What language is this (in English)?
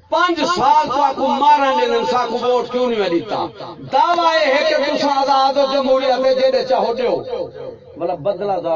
Saraiki